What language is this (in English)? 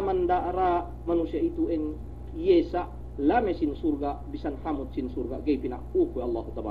Yakan